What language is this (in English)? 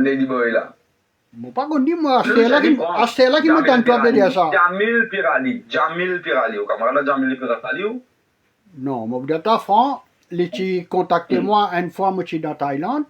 Morisyen